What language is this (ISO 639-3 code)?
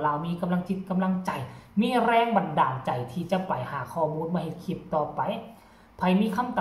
tts